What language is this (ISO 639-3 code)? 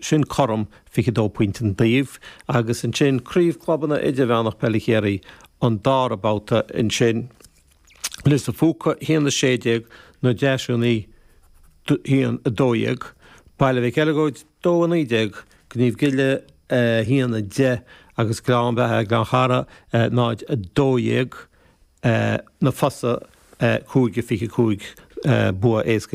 gle